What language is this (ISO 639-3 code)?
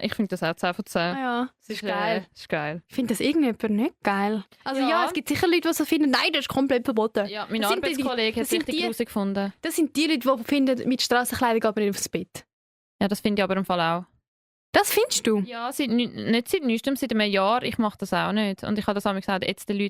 gsw